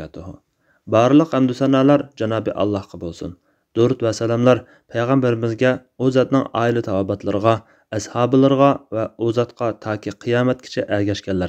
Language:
Uyghur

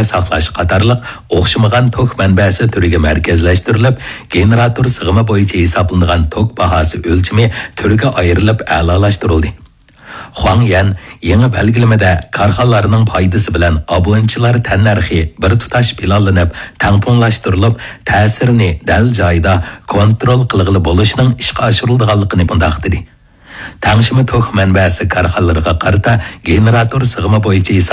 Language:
Uyghur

